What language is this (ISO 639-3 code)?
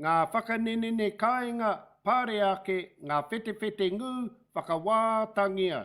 mri